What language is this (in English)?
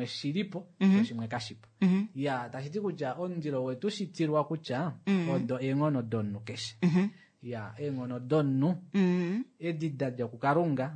Kuanyama